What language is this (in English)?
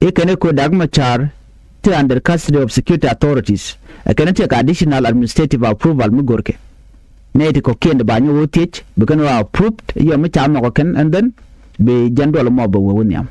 Nuer